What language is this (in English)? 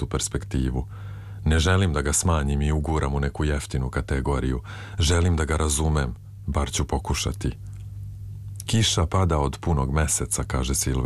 Serbian